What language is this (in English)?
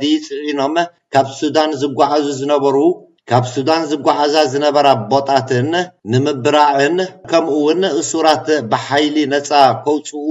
Tigrinya